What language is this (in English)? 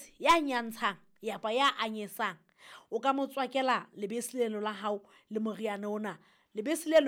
Southern Sotho